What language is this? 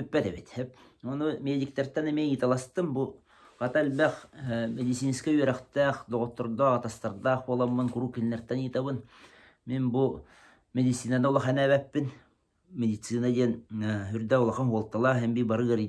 Yakut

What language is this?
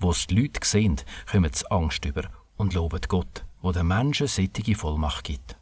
Swiss German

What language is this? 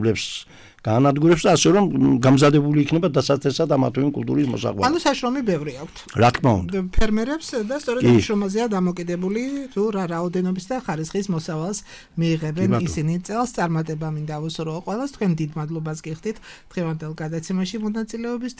Georgian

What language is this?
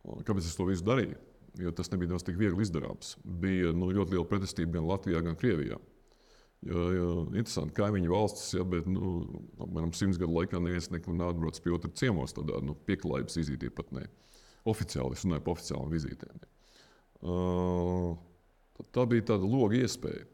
Latvian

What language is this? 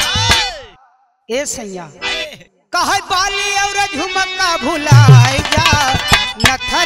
Bhojpuri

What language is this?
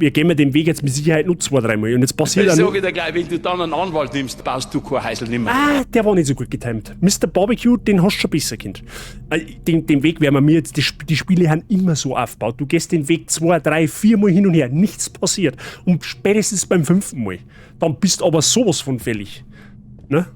Bavarian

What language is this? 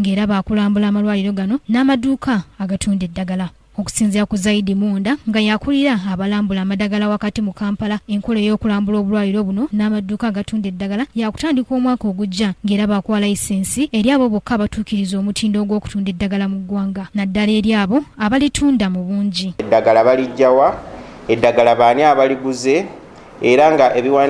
Ganda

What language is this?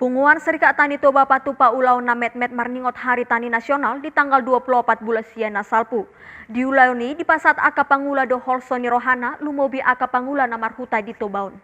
Batak Toba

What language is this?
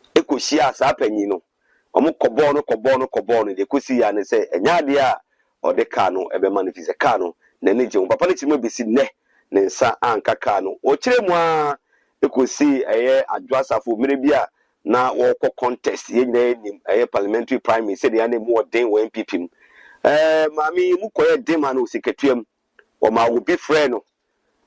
Akan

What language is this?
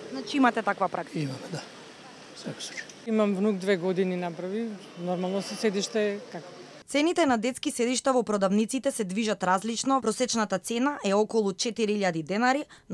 Macedonian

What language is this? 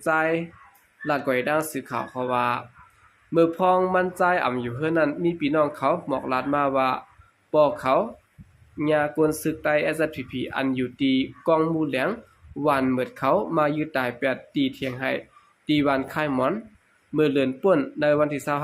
Shan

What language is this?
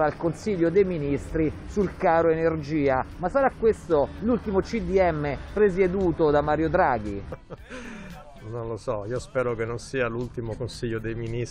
Italian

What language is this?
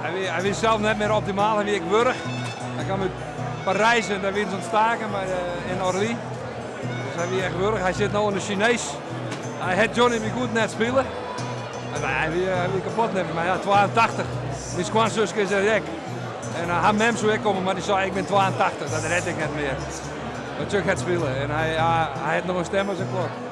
Western Frisian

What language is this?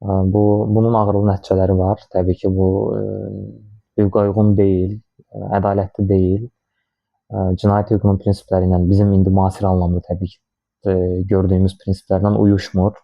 Azerbaijani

